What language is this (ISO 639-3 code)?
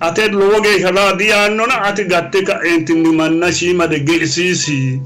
sid